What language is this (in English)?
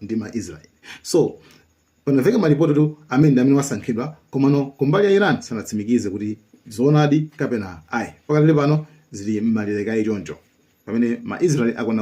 Nyanja